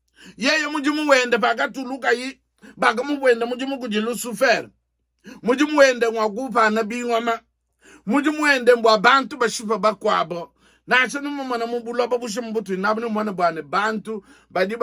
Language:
Luba-Lulua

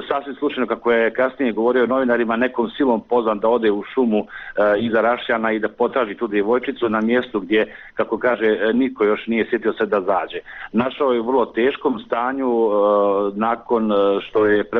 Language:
Bosnian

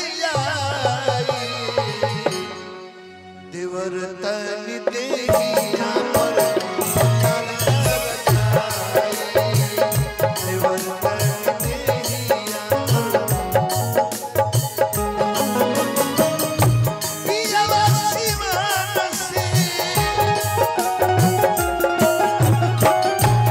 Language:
Bhojpuri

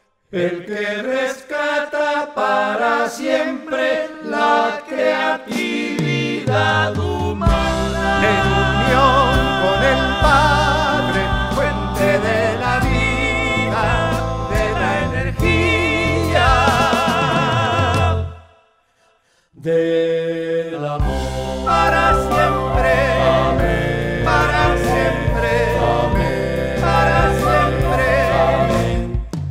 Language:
Spanish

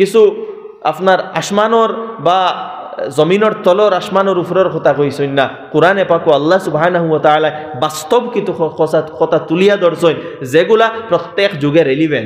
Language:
Sylheti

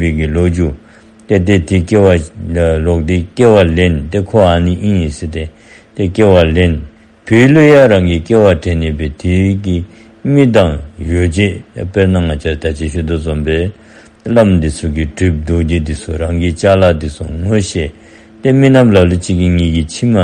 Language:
Dzongkha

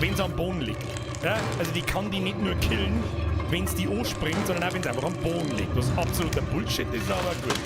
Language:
Bavarian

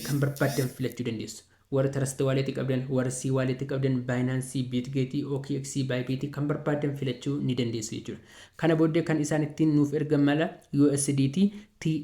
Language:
Oromo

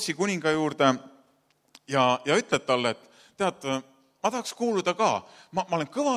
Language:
Estonian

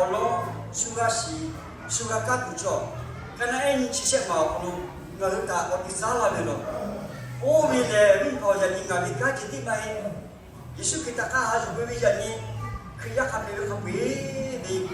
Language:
Lahu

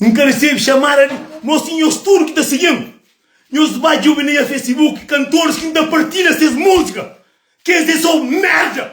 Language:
Kabuverdianu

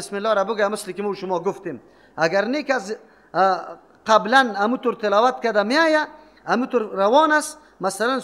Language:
Persian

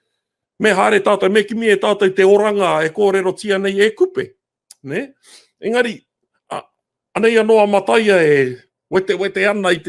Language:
Māori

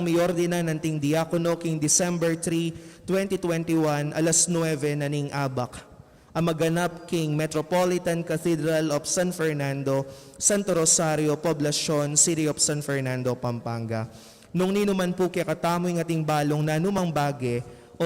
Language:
Pampanga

